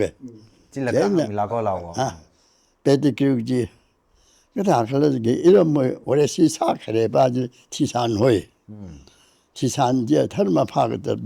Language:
Tangkhul Naga (India)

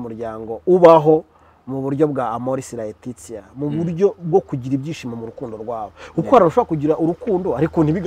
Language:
Kinyarwanda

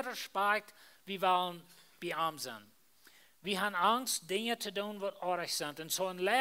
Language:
Plautdietsch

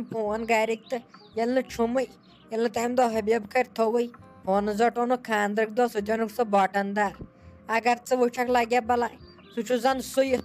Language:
Kashmiri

